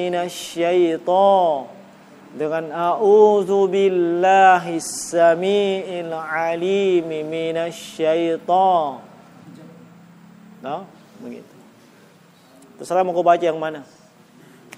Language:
Indonesian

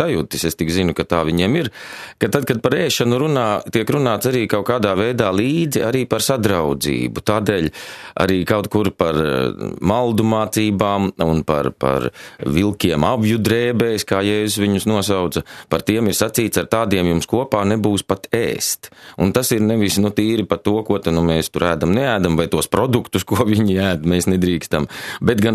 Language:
Latvian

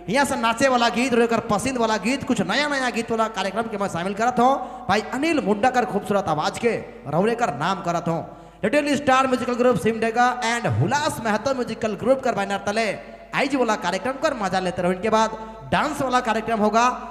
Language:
Sadri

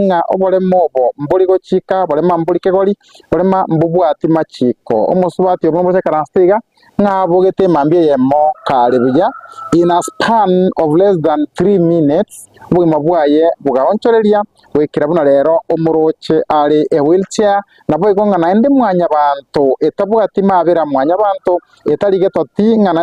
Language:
Gusii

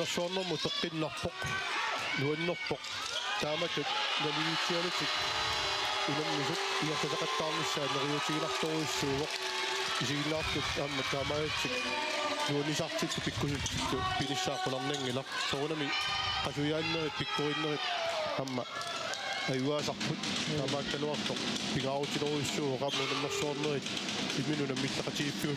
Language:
Kalaallisut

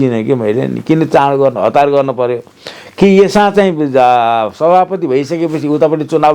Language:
Nepali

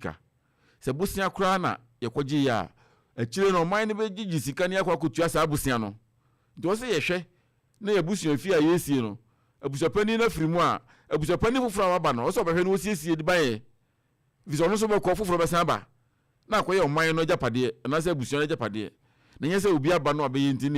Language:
Akan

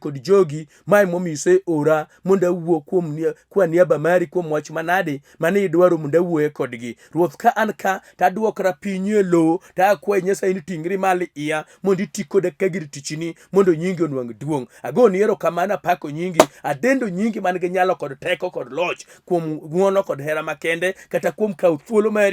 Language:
Luo (Kenya and Tanzania)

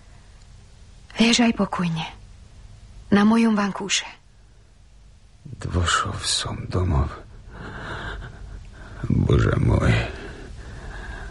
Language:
Hungarian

